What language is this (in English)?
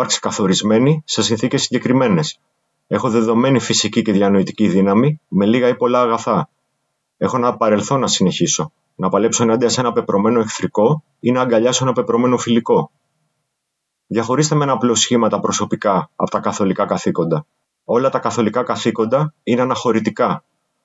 Greek